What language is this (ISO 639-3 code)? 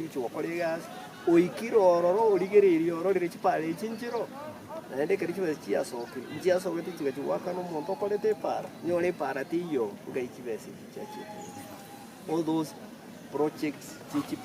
guz